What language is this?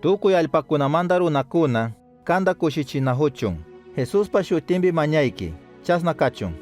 Chimborazo Highland Quichua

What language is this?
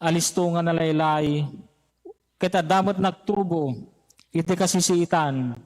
Iloko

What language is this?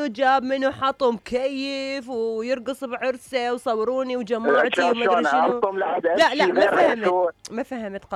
Mesopotamian Arabic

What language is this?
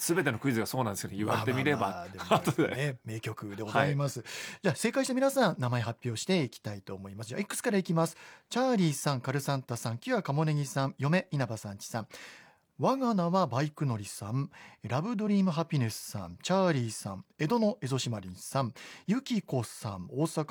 Japanese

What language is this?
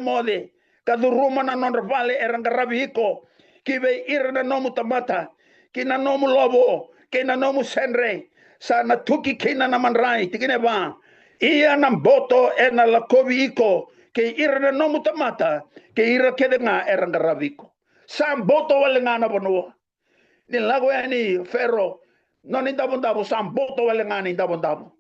Fijian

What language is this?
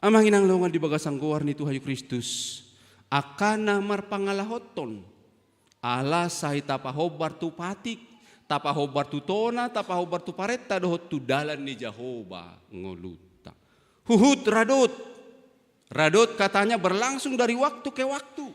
Batak Toba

